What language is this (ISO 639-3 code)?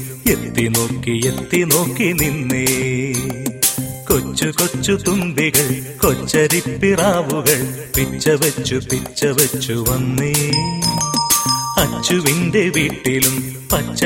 mal